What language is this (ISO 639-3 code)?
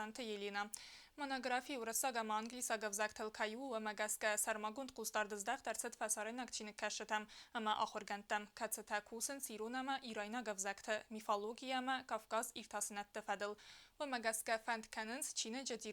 oss